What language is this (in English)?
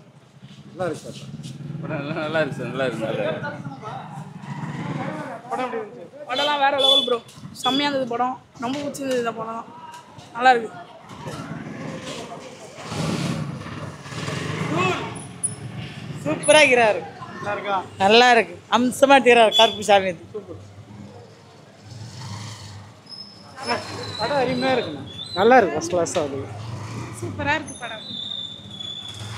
Tamil